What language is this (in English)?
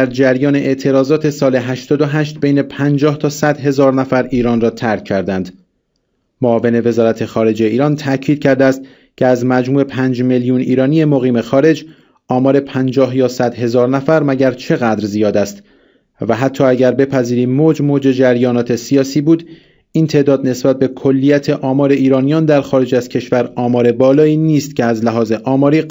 Persian